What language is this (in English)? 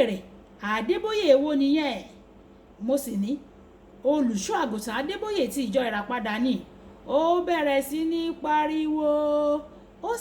Yoruba